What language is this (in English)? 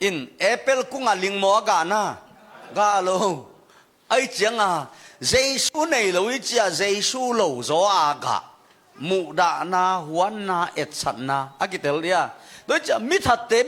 Tedim Chin